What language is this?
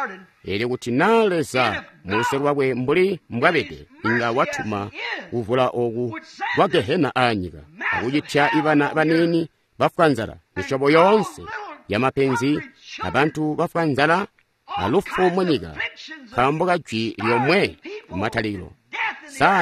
Tonga (Zambia)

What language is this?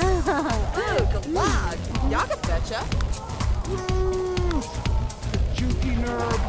Bavarian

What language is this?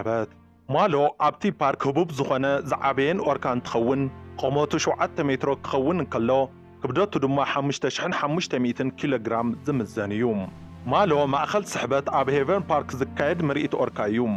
Tigrinya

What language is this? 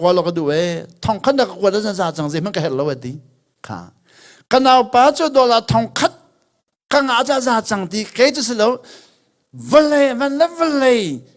Hakha Chin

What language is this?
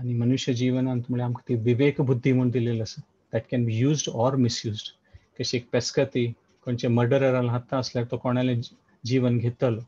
Konkani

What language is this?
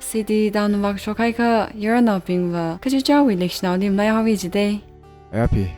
Tangkhul Naga (India)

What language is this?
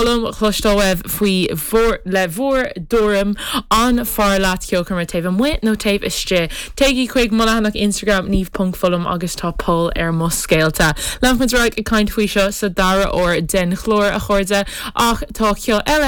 Irish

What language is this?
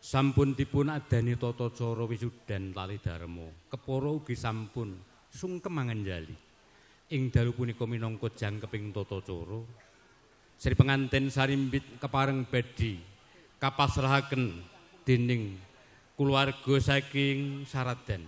Javanese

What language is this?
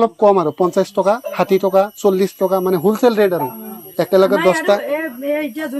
Assamese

